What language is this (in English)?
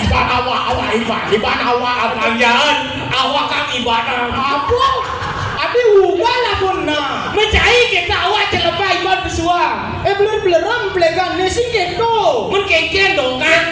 Balinese